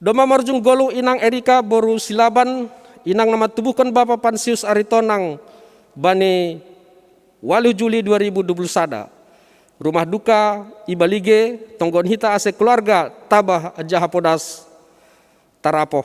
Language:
Batak Simalungun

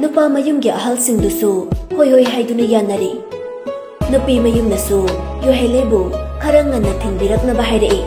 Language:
Manipuri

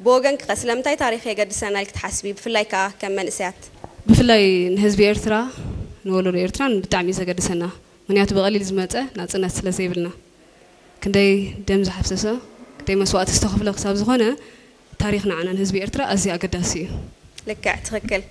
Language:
Tigrinya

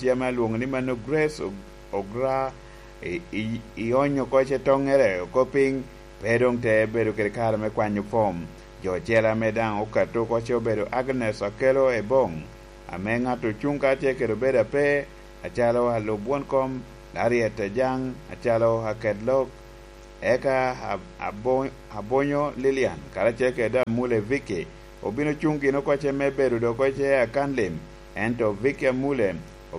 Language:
Lango (Uganda)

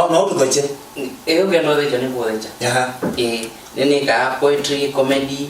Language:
Kamba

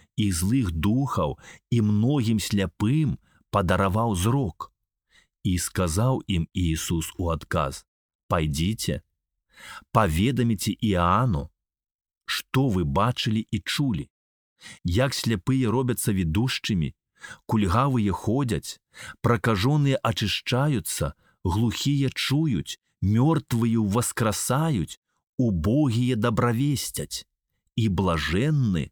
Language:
Belarusian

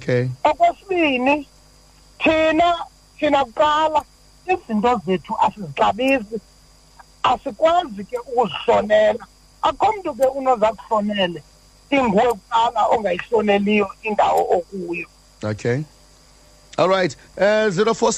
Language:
Xhosa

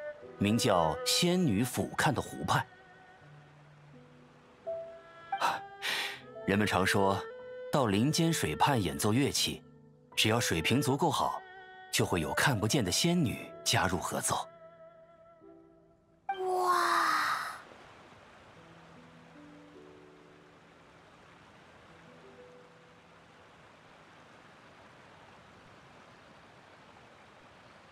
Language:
Chinese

